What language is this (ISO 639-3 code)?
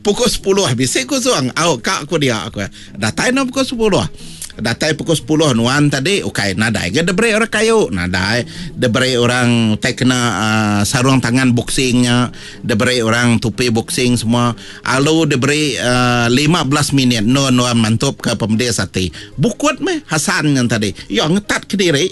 iba